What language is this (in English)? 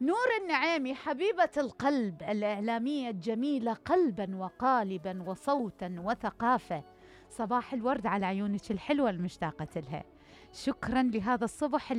Mesopotamian Arabic